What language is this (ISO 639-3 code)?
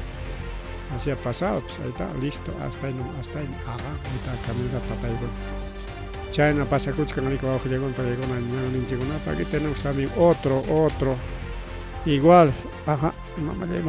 quy